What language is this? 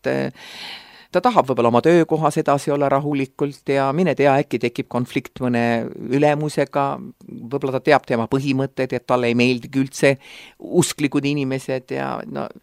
Estonian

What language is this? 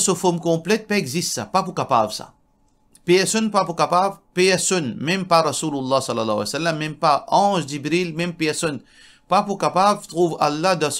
Morisyen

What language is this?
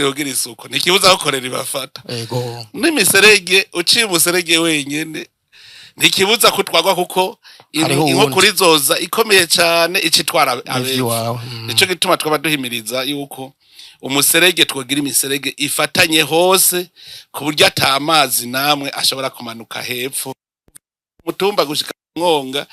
Rundi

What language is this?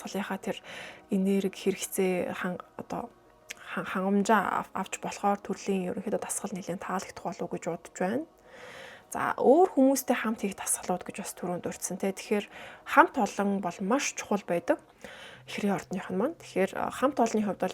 Mongolian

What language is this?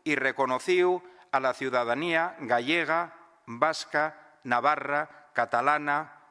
Asturian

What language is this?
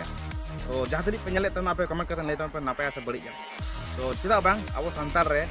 Santali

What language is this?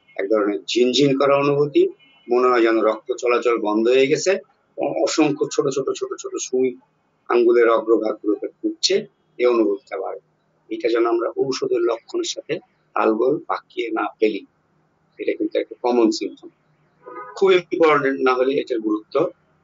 Bangla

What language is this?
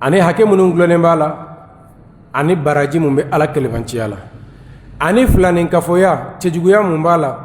Bambara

